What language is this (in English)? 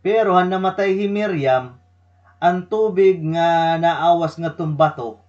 Waray